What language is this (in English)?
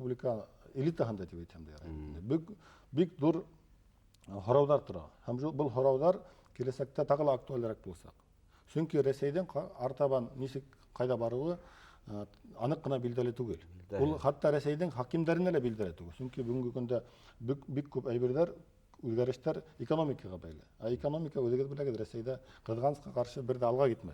Bashkir